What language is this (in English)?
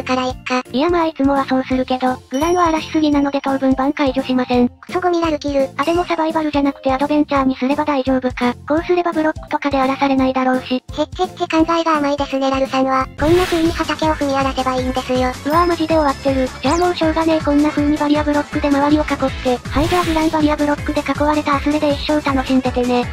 Japanese